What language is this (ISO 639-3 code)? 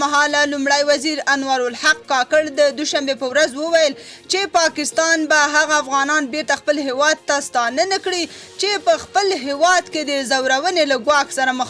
pus